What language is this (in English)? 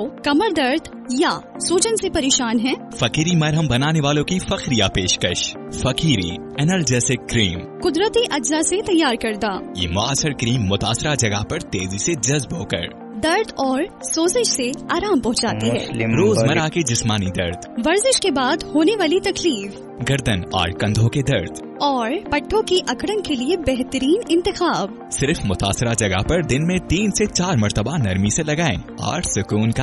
Urdu